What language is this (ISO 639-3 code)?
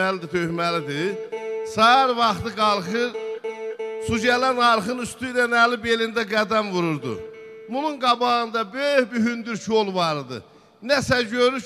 azb